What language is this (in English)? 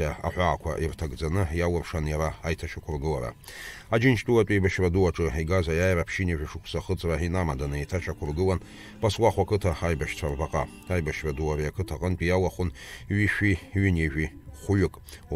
Abkhazian